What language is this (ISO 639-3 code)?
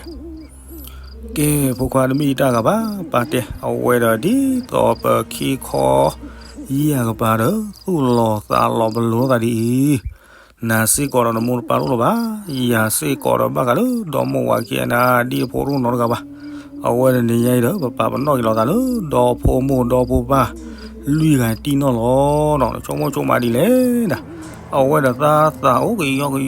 ksw